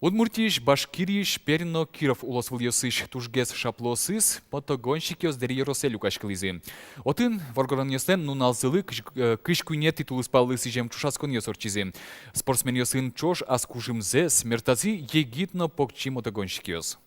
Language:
Udmurt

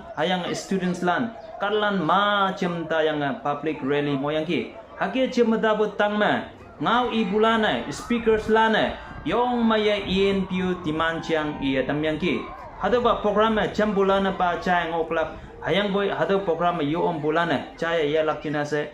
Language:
Konyak Naga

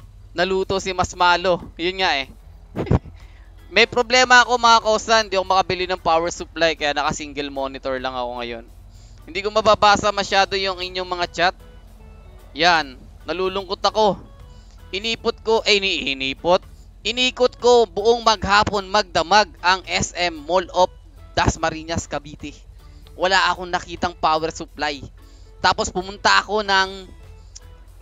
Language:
Filipino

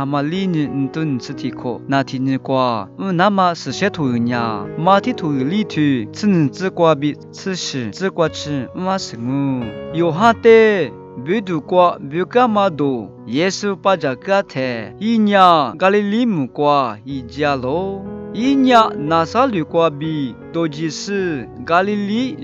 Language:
Lisu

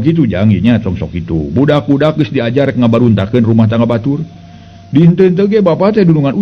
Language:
Sundanese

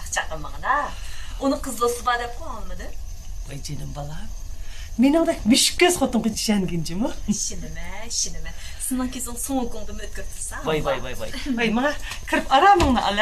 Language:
Uyghur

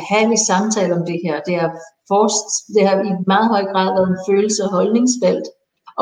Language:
Danish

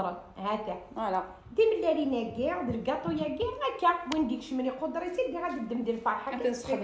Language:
Kabyle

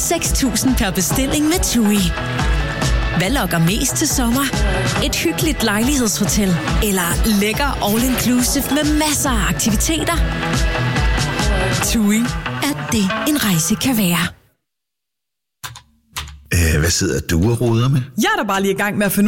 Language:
Danish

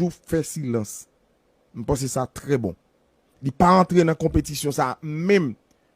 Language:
Haitian Creole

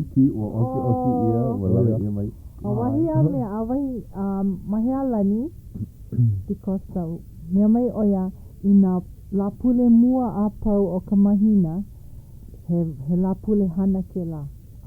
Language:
Hawaiian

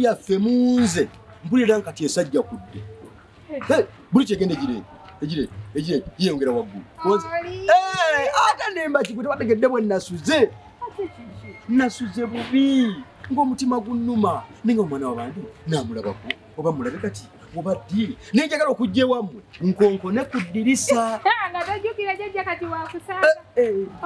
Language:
Ganda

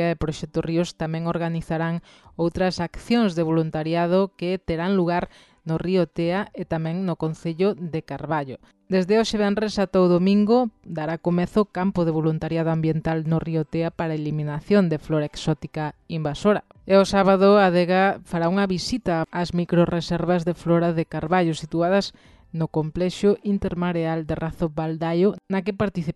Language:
Galician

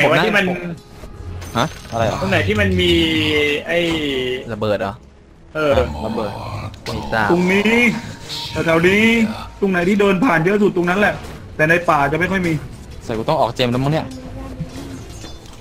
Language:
Thai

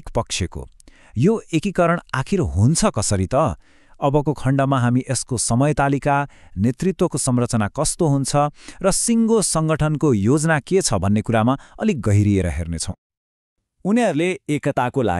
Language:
Nepali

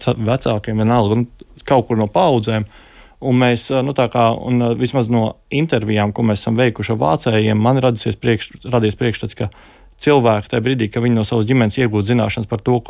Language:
Latvian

